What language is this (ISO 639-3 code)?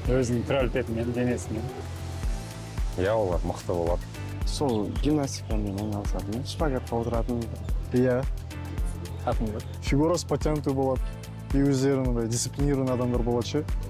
kaz